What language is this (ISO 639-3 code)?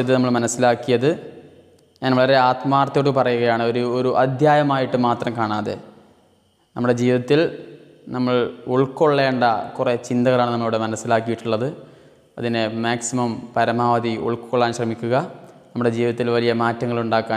mal